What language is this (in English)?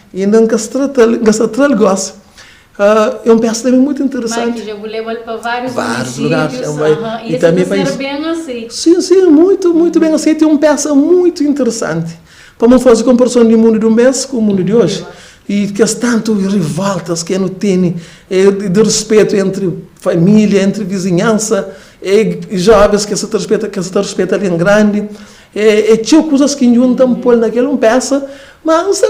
Kabuverdianu